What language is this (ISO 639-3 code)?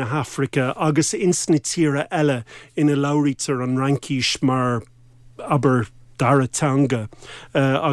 gle